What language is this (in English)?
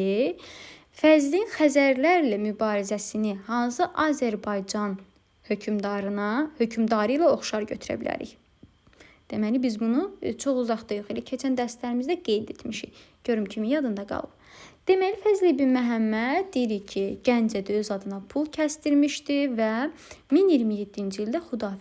Azerbaijani